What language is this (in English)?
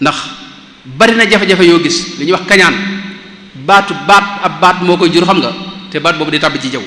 Wolof